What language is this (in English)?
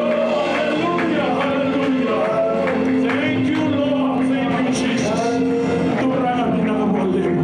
Fijian